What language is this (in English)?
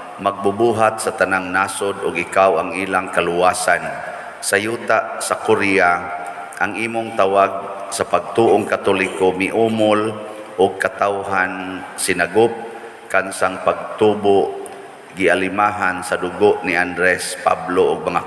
Cebuano